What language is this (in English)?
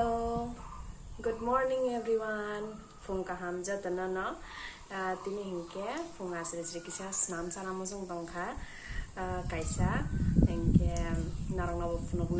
Kok Borok